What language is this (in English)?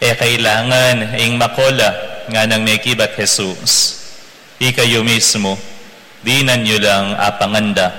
Pampanga